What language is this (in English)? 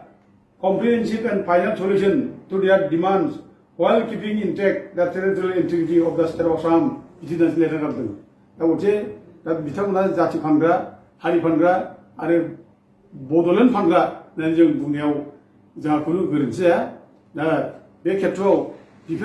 Bodo